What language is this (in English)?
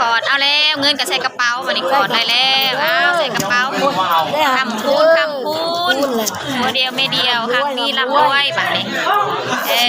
Lao